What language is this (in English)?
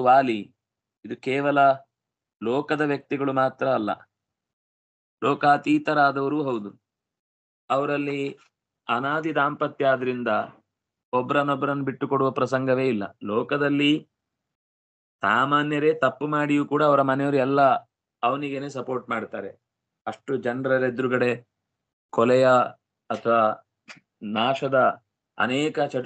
Kannada